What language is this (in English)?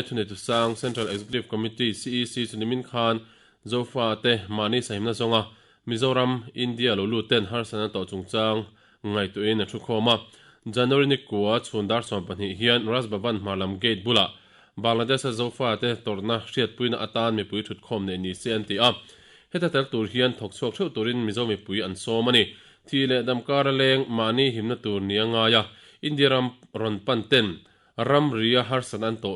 Mizo